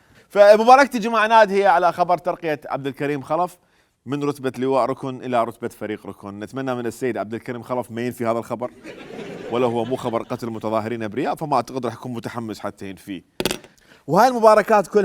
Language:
Mesopotamian Arabic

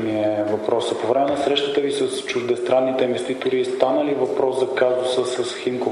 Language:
Bulgarian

